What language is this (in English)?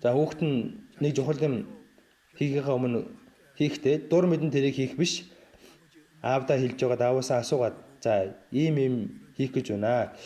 Mongolian